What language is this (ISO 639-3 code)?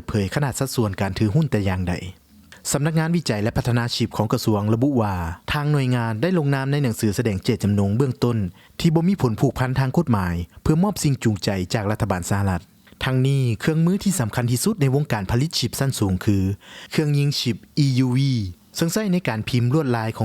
lao